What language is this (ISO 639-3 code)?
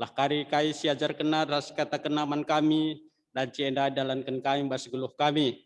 btx